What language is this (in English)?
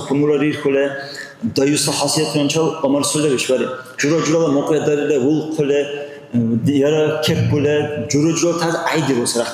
Dargwa